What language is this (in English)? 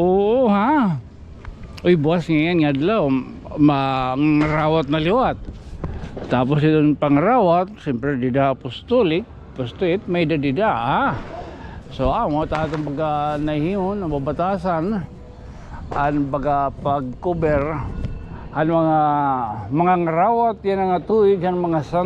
Waray